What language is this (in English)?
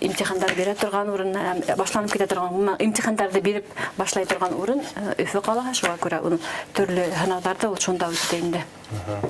Bashkir